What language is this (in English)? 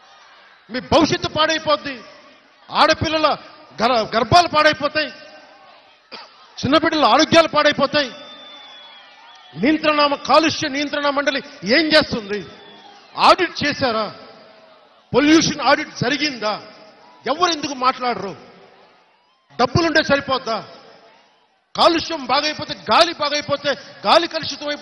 Telugu